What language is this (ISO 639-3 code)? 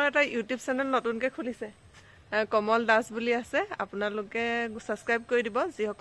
asm